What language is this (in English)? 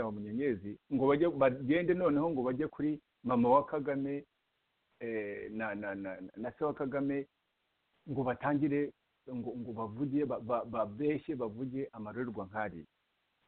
Kinyarwanda